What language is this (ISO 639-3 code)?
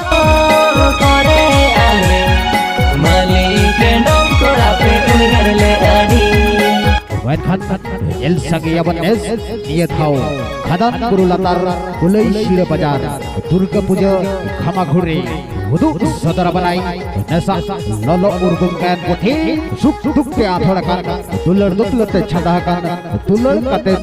sat